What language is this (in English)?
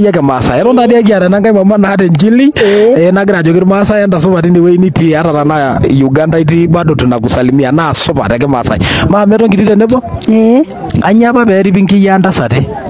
Masai